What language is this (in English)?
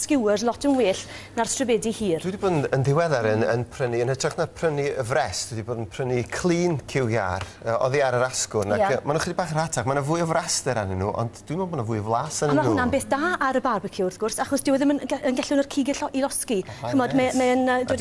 Welsh